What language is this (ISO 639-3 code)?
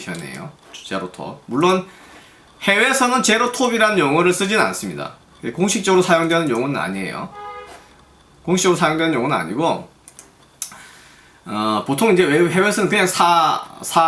kor